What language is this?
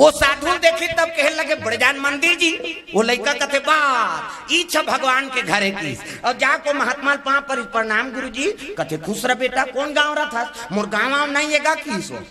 Chhattisgarhi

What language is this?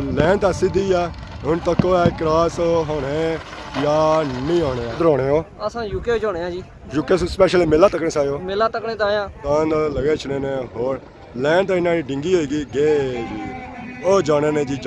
Pahari-Potwari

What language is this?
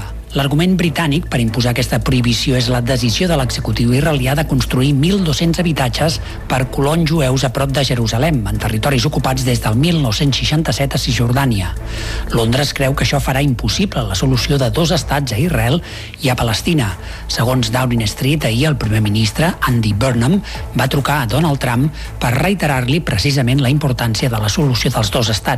Catalan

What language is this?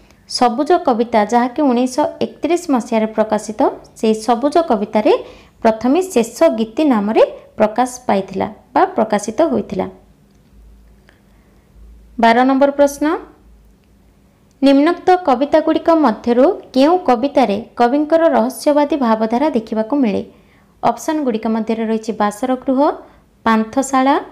Odia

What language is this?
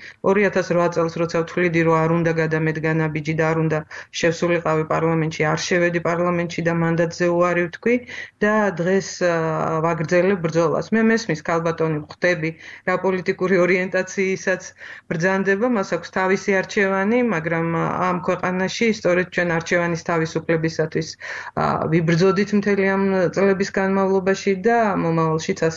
Georgian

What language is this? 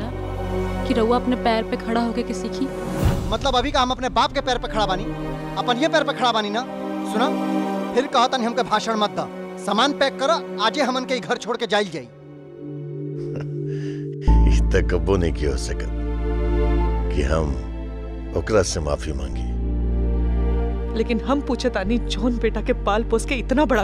Bhojpuri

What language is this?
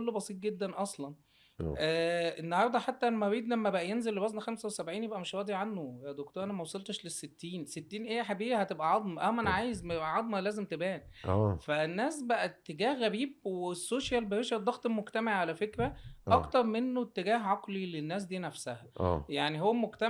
Egyptian Arabic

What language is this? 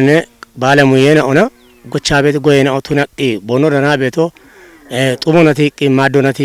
Kafa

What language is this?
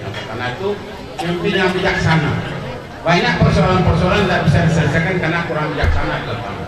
Minangkabau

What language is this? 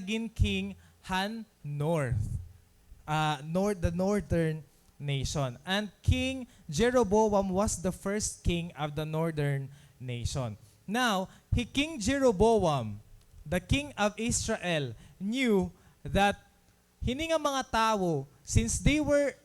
Waray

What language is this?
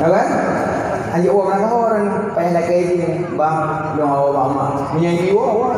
Achinese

